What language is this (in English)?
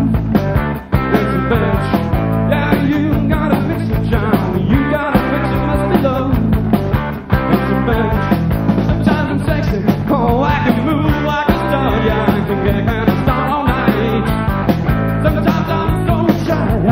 English